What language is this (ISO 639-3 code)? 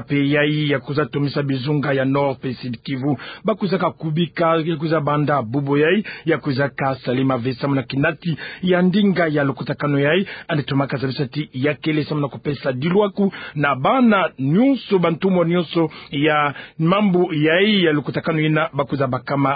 ktu